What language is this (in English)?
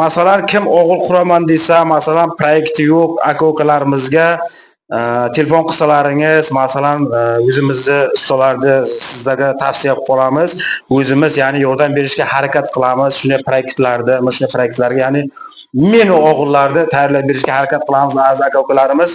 Uzbek